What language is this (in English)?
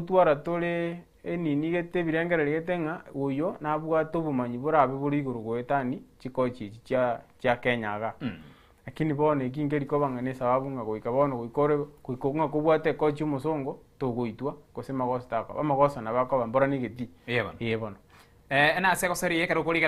Gusii